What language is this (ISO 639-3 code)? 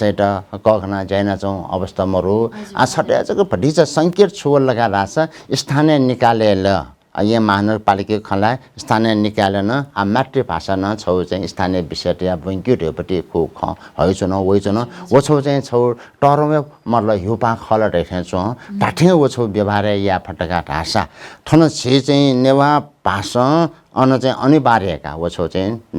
new